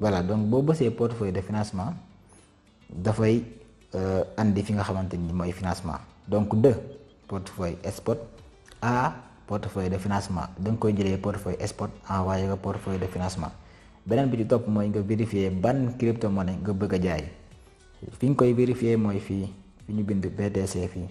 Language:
Wolof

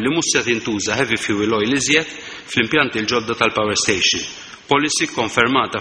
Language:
Maltese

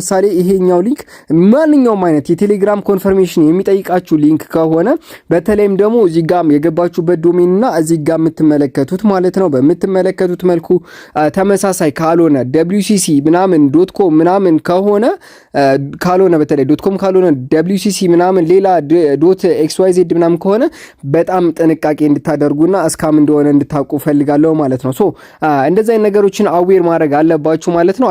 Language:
Amharic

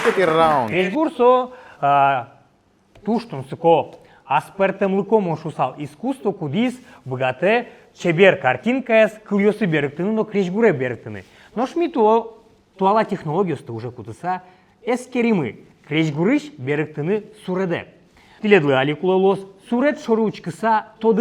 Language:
Udmurt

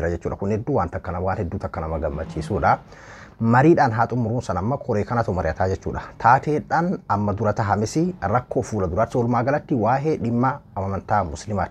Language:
Oromo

